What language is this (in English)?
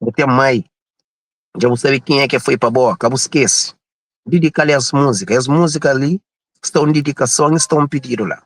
Kabuverdianu